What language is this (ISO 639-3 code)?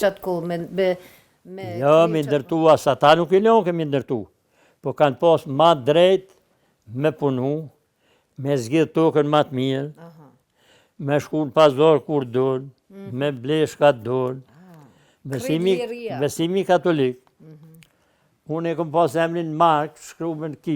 sqi